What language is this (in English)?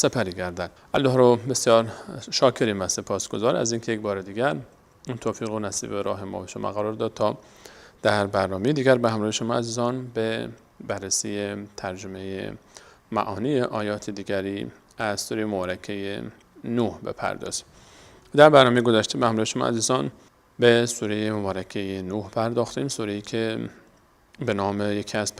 Persian